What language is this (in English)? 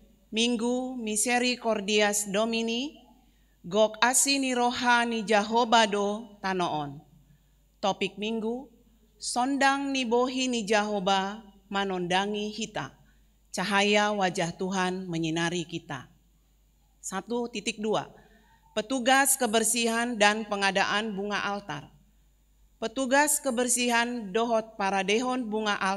Batak Toba